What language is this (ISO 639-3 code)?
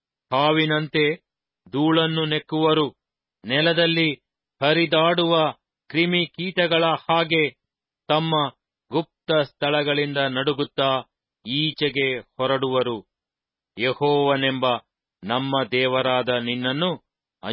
kan